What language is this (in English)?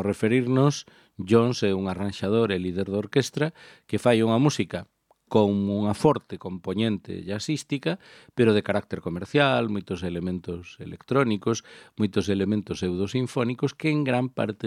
Galician